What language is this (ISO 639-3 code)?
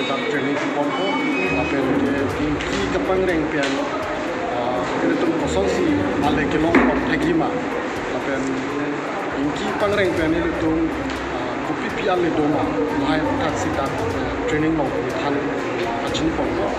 mjw